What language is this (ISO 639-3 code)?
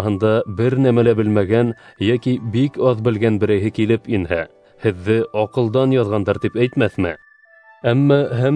bak